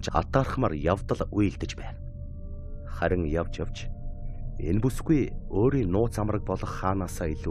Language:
Mongolian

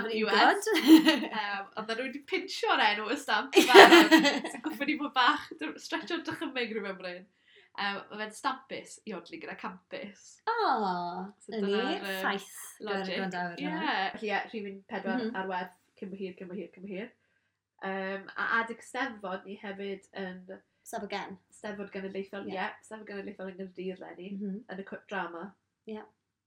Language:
Welsh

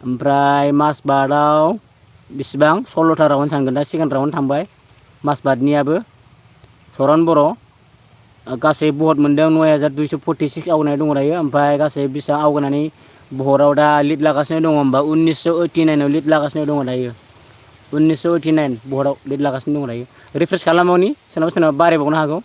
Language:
Bodo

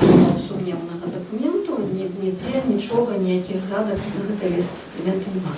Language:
Belarusian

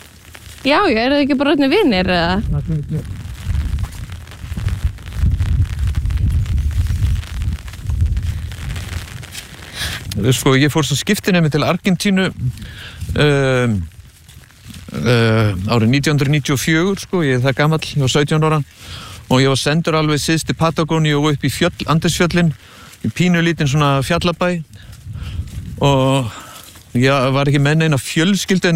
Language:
Icelandic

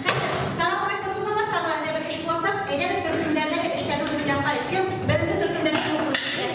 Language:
Bashkir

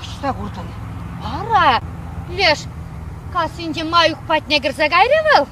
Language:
Chuvash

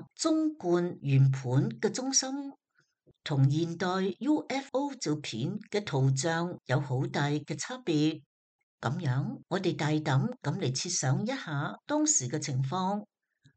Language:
Cantonese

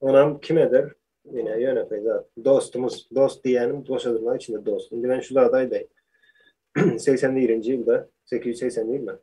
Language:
Turkmen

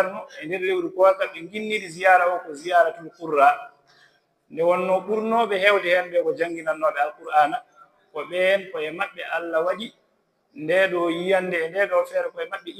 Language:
Fula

